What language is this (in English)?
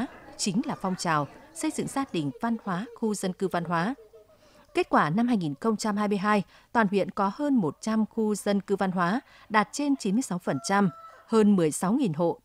Vietnamese